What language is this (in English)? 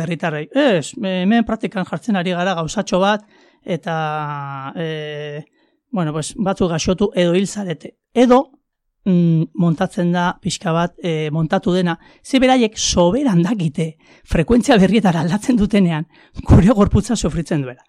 Basque